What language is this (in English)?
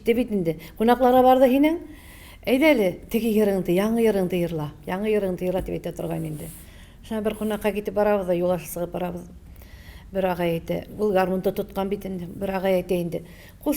Tatar